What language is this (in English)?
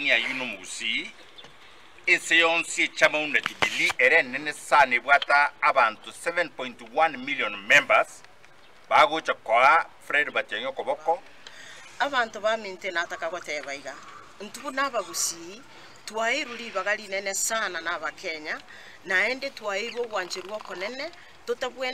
Gusii